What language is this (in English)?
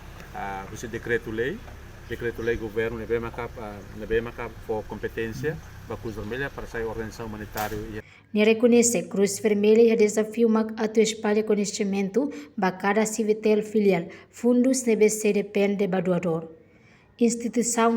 Tetum